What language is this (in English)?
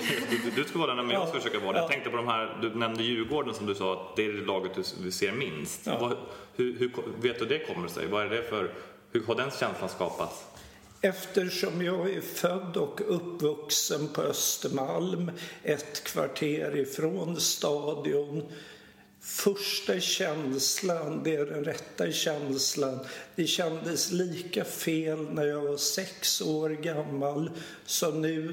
Swedish